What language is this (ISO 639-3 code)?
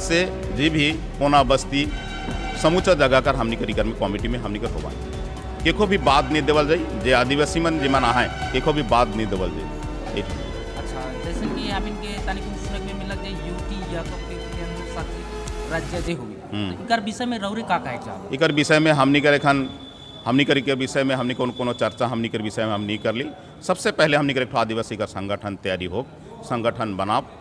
sck